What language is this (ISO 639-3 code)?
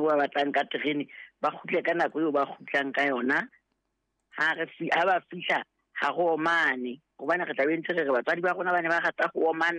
sot